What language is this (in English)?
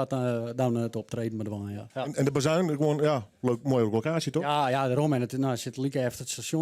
Western Frisian